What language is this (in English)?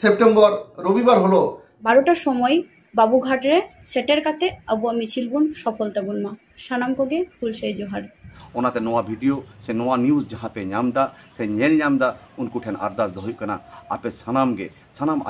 Santali